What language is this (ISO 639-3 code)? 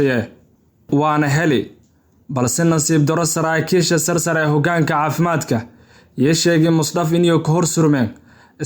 som